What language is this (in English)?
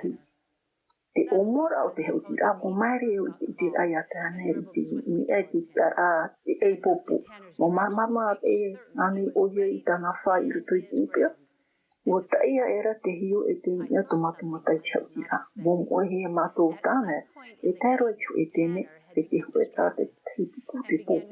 Tahitian